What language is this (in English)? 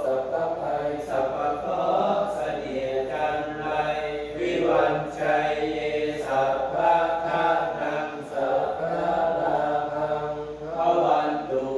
Pali